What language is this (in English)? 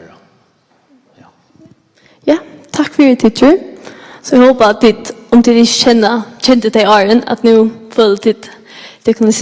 Faroese